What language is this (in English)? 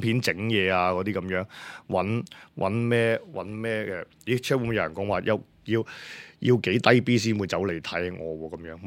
Cantonese